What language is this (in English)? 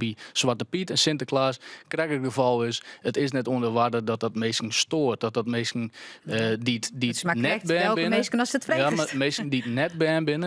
Western Frisian